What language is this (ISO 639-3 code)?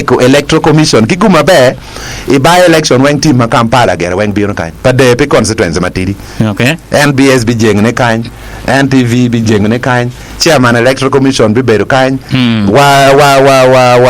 ach